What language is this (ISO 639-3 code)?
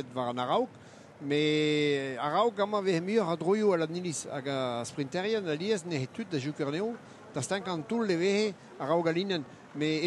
bre